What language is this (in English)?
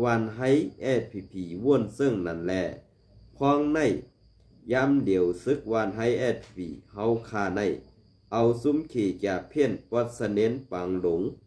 Shan